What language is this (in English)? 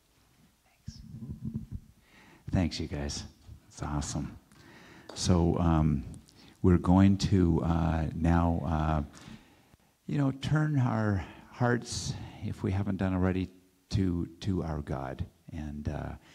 English